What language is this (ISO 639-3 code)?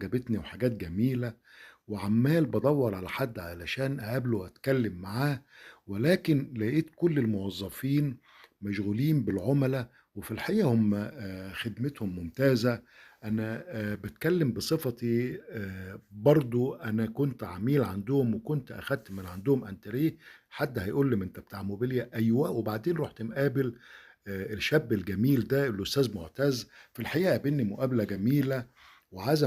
arz